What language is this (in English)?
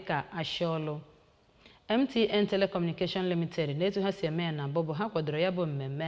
Igbo